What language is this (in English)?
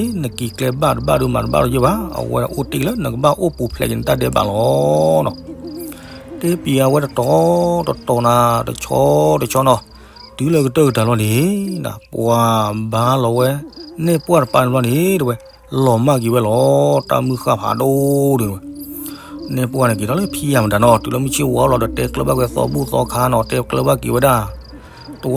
S'gaw Karen